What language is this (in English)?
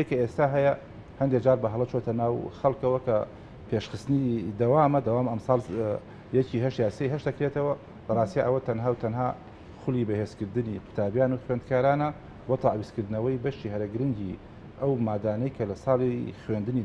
Central Kurdish